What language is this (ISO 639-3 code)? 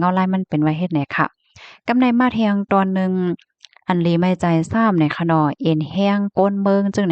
shn